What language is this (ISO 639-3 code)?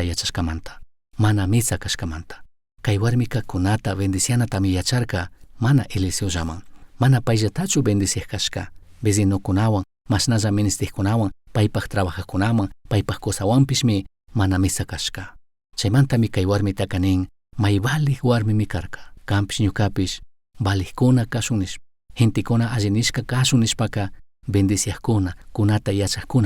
qug